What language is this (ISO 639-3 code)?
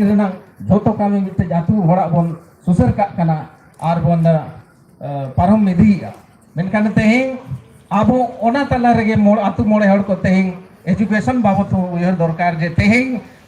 sat